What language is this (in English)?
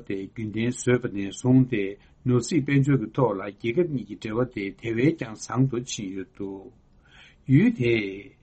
Tibetan